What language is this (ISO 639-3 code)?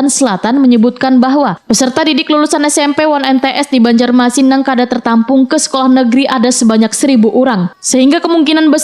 bjn